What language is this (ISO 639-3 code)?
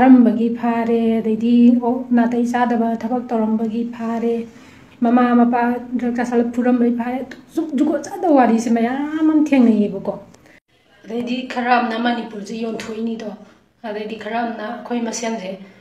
mni